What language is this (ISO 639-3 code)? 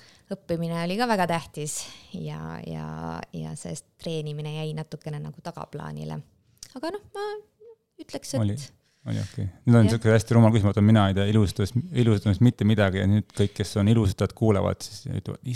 est